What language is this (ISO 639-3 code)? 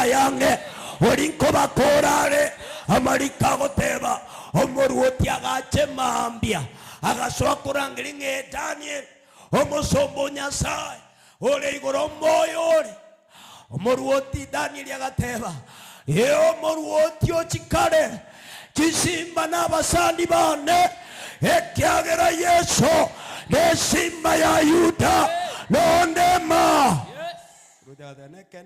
guz